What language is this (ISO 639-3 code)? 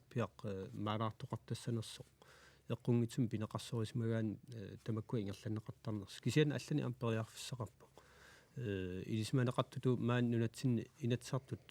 kal